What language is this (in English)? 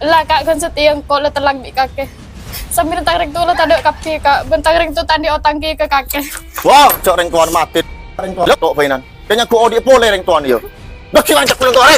Madurese